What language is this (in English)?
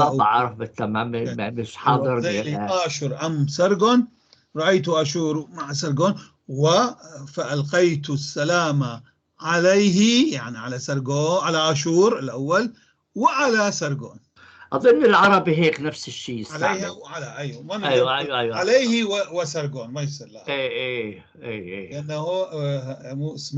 North Levantine Arabic